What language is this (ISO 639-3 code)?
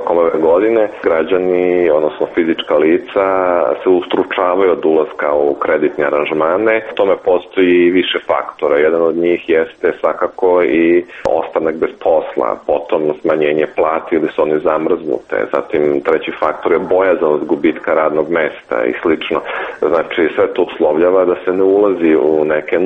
srp